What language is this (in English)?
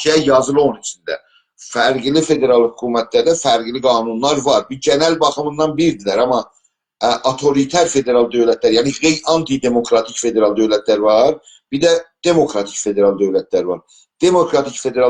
South Azerbaijani